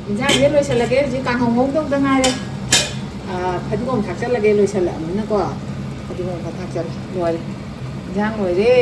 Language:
Manipuri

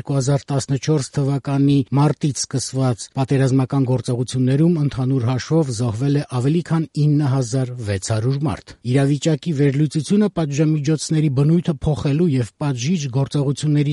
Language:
Armenian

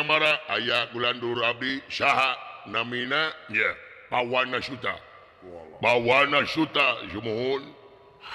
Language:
Sundanese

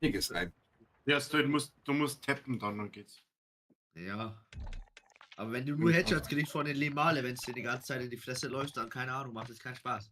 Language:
Bavarian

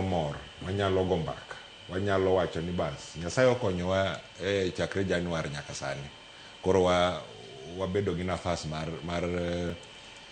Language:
Luo (Kenya and Tanzania)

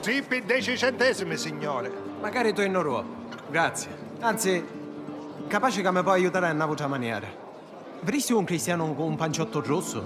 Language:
Sicilian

